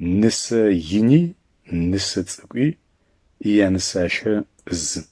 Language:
Adyghe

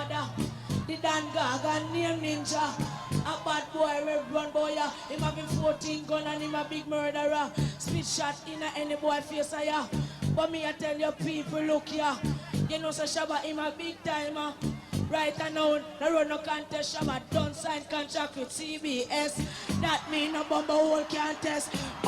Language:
Jamaican Creole English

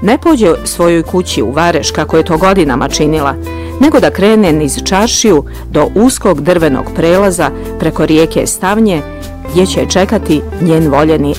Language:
Bosnian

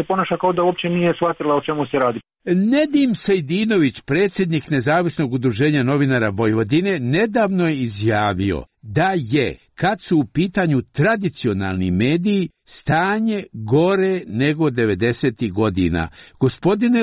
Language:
Croatian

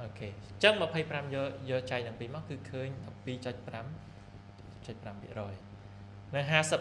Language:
Khmer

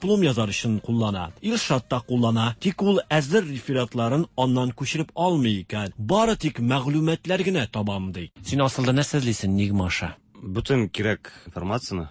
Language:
Tatar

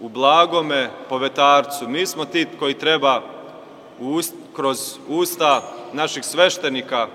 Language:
Serbian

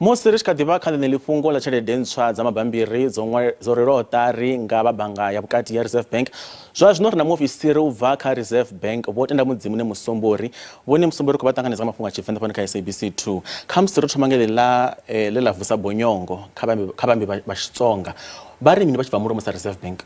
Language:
Venda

